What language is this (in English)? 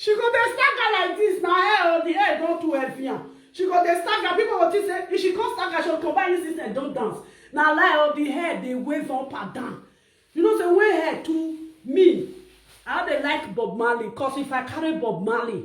Nigerian Pidgin